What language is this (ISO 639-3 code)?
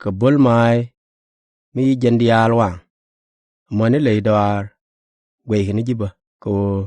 nus